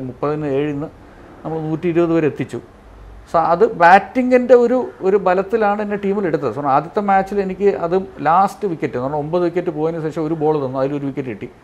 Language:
Malayalam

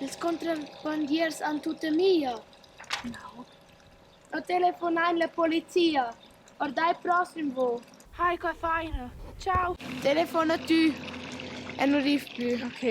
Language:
Romansh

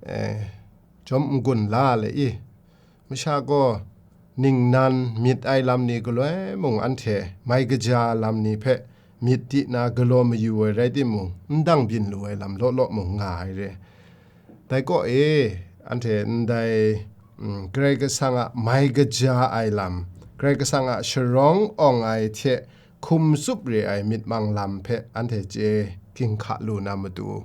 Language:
Kachin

